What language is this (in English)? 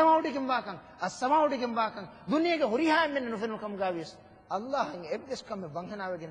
Divehi